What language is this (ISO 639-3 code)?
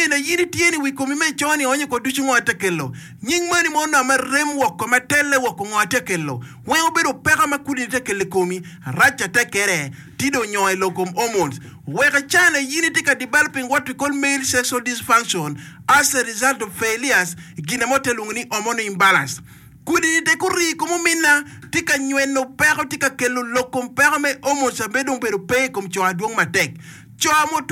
ach